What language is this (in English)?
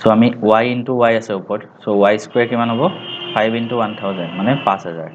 Assamese